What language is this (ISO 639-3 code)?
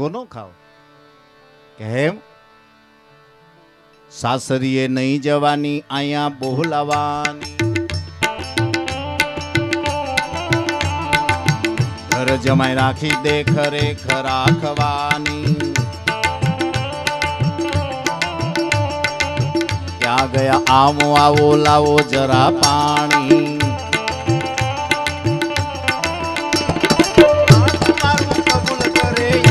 guj